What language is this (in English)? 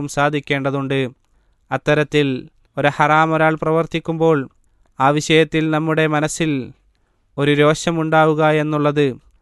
Malayalam